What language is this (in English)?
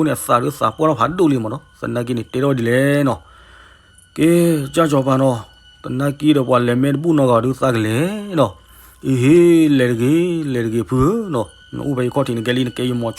S'gaw Karen